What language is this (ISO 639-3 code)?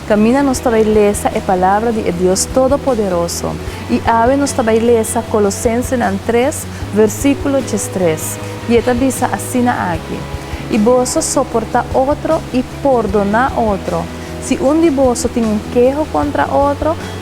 pap